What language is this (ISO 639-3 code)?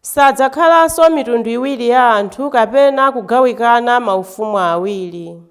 nya